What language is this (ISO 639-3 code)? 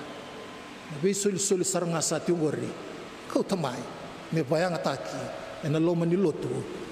fij